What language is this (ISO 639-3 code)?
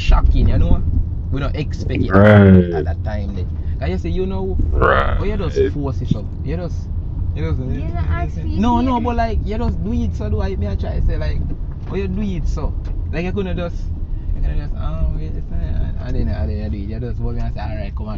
jam